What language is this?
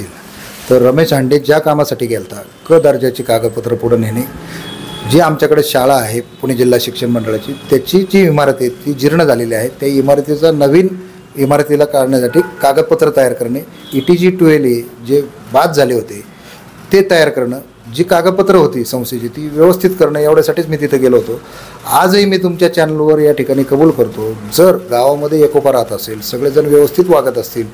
Marathi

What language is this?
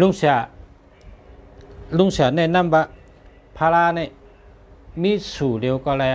Shan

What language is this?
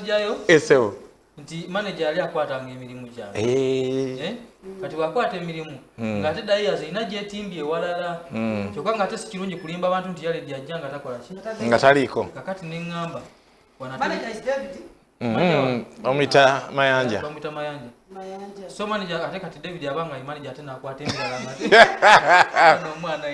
Ganda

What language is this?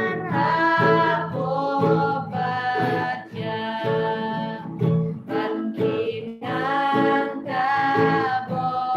Khasi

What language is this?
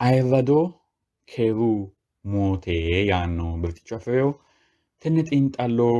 Sidamo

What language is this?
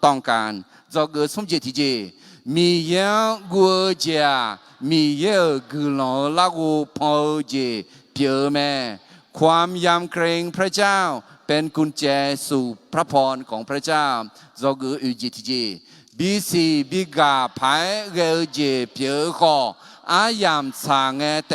Akha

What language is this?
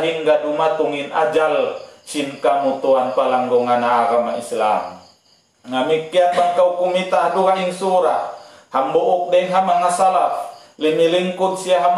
Tausug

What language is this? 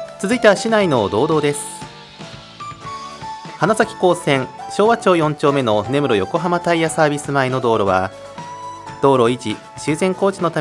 Japanese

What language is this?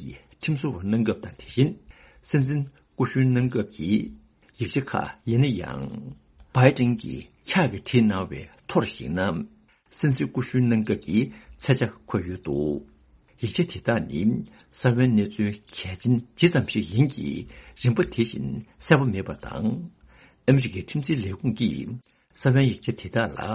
Tibetan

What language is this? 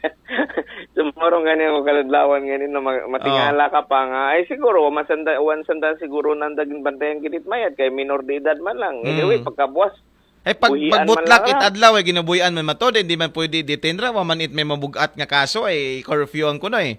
Aklanon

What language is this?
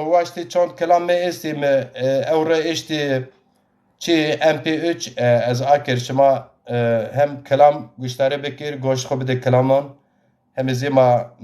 Zaza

